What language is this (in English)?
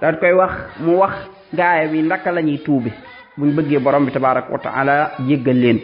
Wolof